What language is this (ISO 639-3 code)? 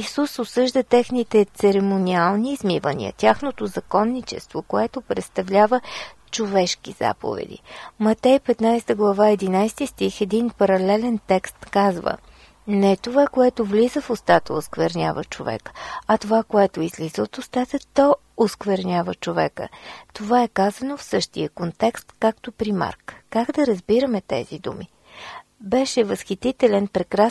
bul